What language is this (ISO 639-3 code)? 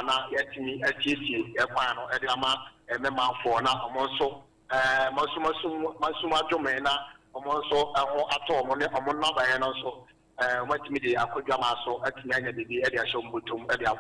aka